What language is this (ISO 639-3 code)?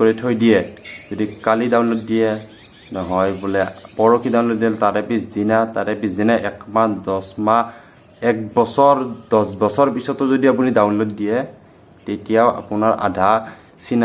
asm